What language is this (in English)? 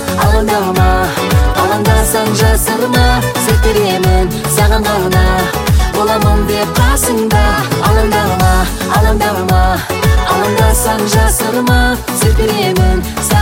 Kazakh